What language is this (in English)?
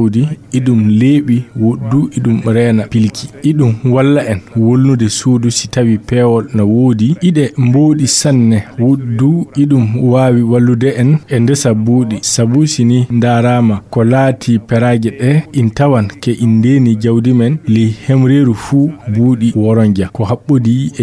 Fula